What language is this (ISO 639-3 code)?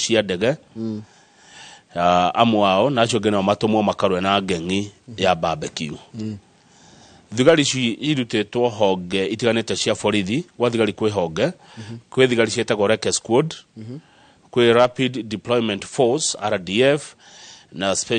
kik